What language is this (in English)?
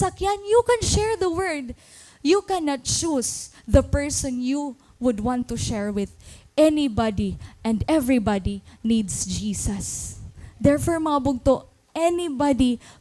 Waray